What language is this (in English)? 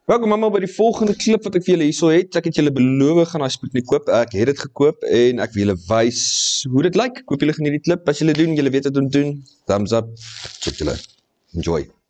Afrikaans